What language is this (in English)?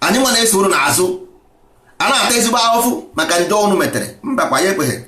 Igbo